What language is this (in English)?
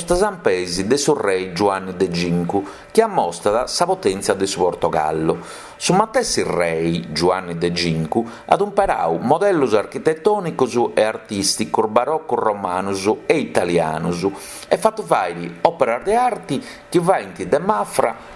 Sardinian